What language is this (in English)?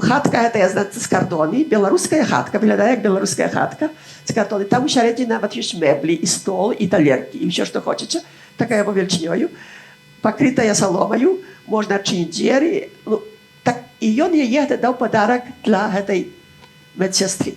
Belarusian